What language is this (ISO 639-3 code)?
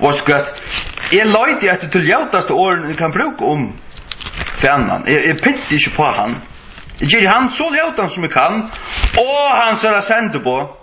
fao